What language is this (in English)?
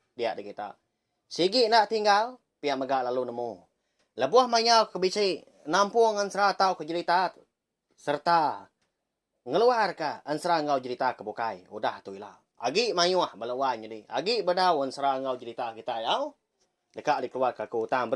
Iban